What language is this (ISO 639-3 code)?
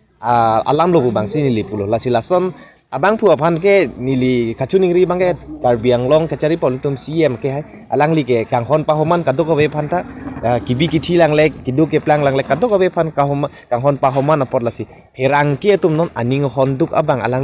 mjw